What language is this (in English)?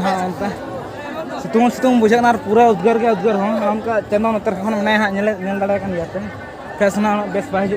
Santali